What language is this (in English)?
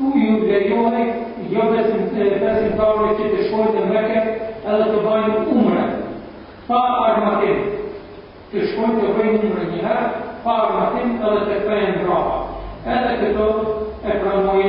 Albanian